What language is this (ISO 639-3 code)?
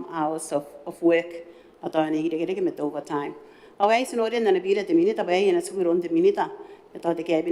gil